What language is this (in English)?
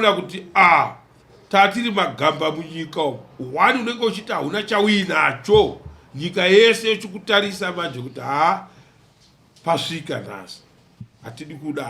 Shona